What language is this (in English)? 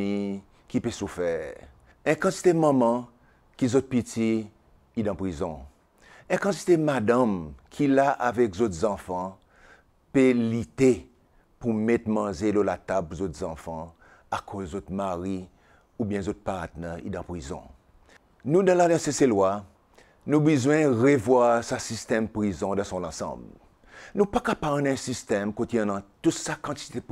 Seselwa Creole French